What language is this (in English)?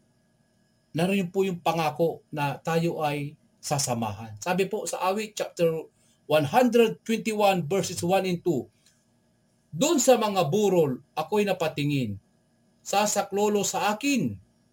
Filipino